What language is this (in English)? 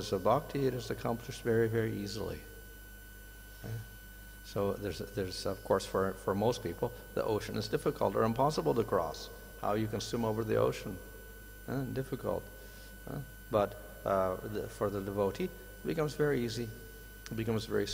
English